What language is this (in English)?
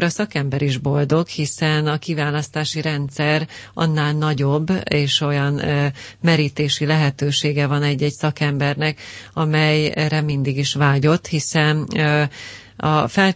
Hungarian